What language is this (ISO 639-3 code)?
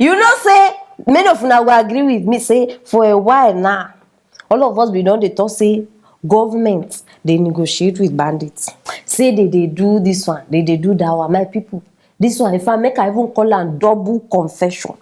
pcm